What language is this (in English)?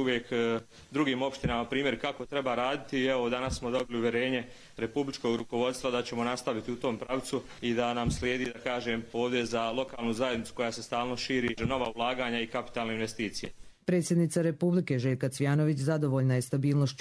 Serbian